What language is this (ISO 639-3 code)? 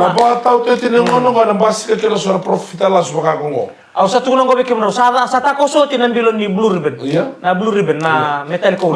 fij